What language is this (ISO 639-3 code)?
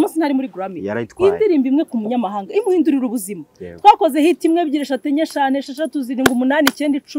kin